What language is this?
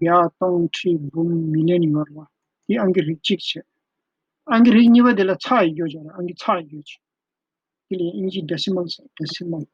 Tibetan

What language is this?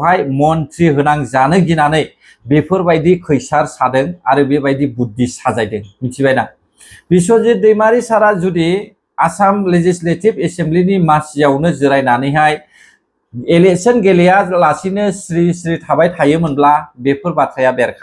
Bodo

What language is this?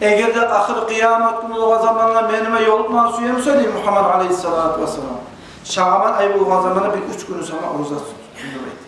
Kumyk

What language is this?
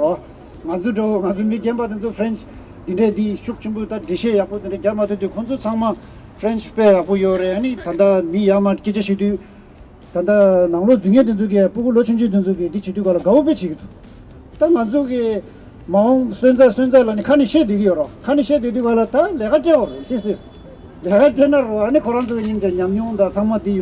Tibetan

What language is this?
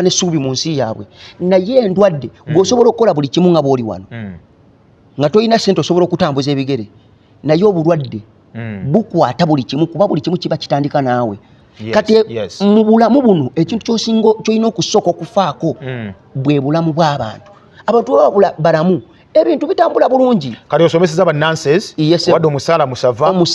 Ganda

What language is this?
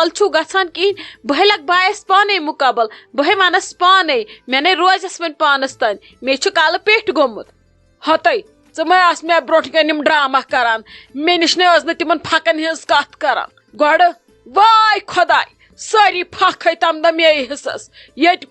Kashmiri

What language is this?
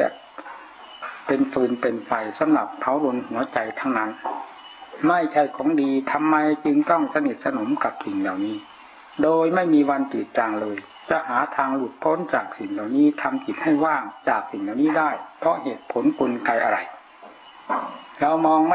Thai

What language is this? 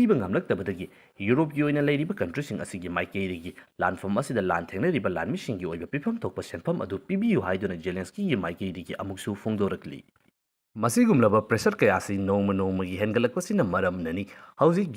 Manipuri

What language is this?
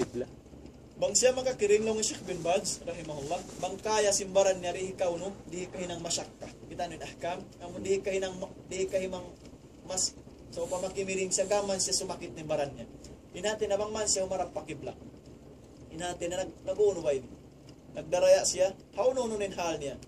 Tausug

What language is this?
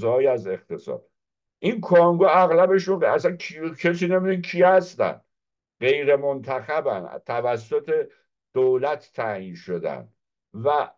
Persian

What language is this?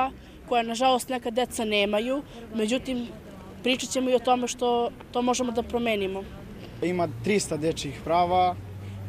Serbian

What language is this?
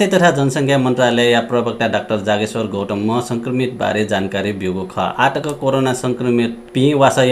Newari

